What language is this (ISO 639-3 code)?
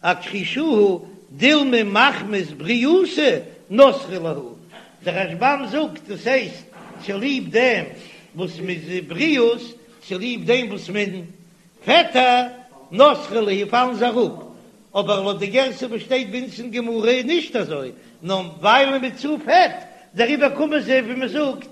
yid